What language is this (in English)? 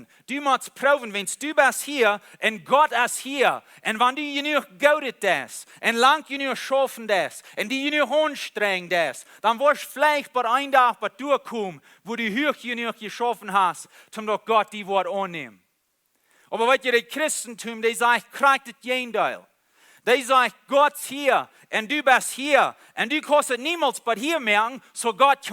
Plautdietsch